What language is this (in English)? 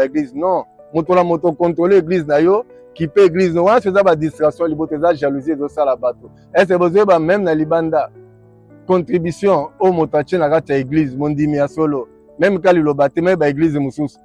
Lingala